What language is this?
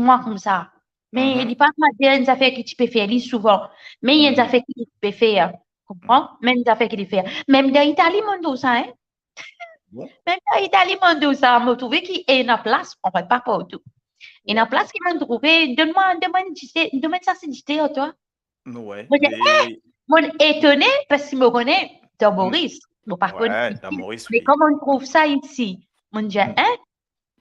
Morisyen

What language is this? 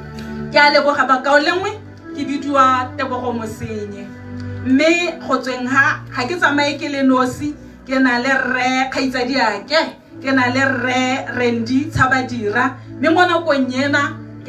Tswana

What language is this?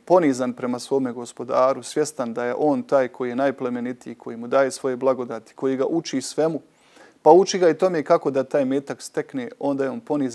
Bosnian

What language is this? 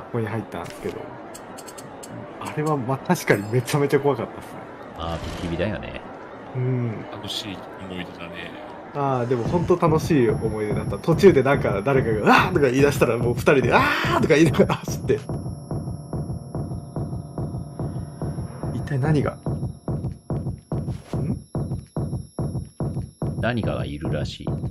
Japanese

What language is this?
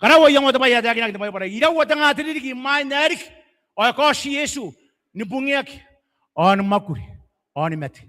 Gilbertese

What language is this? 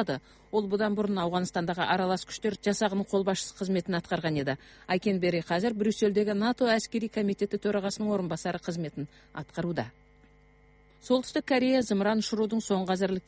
Kazakh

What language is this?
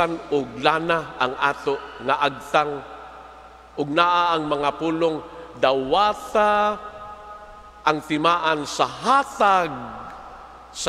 Cebuano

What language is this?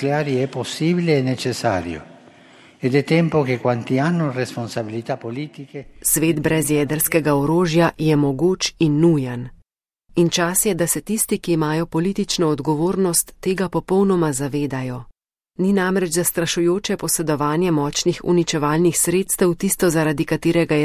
Slovenian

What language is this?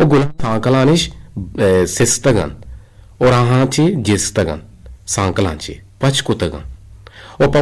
Eastern Balochi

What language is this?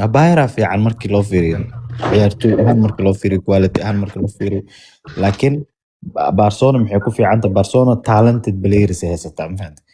Somali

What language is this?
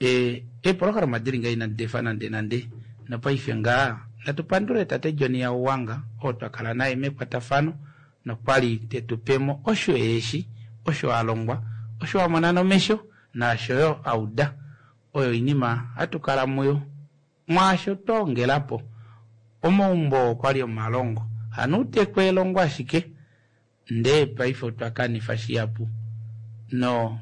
Kuanyama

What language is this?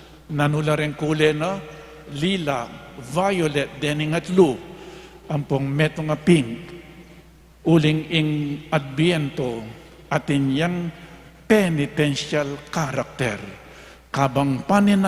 Pampanga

